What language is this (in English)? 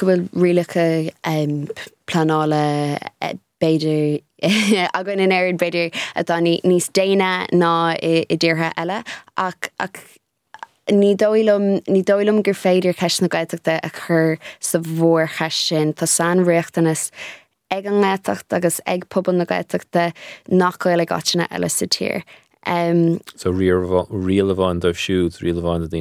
Irish